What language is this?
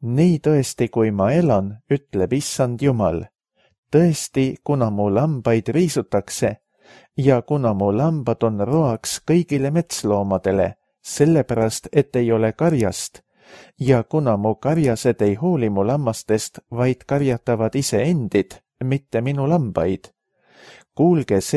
Estonian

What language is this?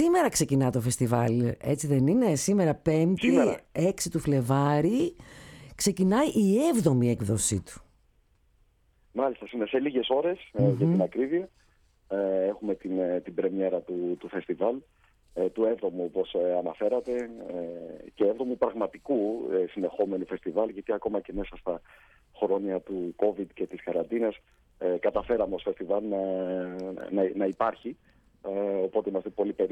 Greek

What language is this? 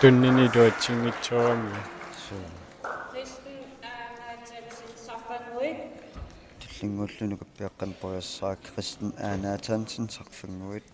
Kalaallisut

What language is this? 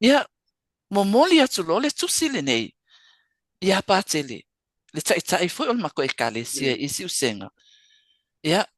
Samoan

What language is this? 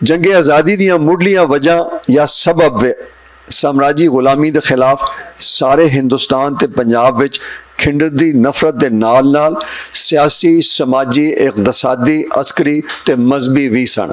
Western Panjabi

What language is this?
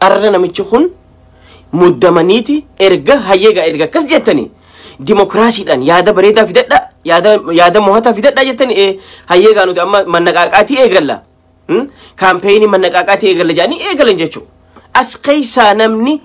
Oromo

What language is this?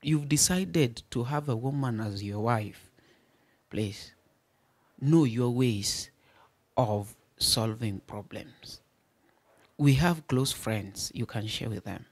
Luo (Kenya and Tanzania)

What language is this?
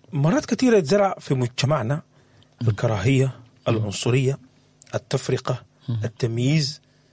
Sudanese Arabic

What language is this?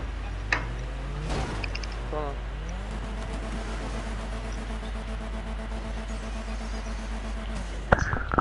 Icelandic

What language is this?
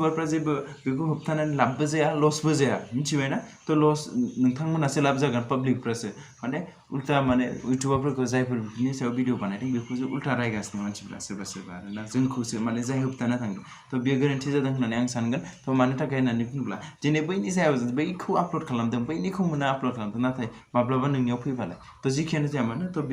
Bodo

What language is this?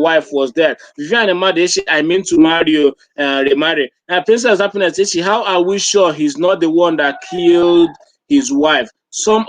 Igbo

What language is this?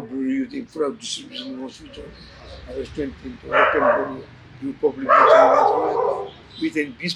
Newari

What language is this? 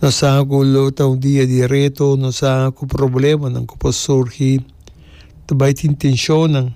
Papiamento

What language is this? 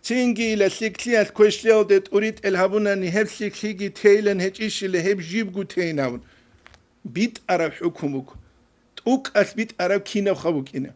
Avaric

